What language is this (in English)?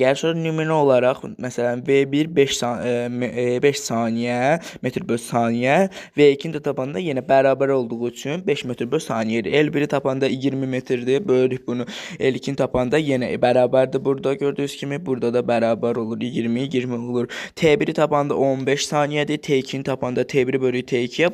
Azerbaijani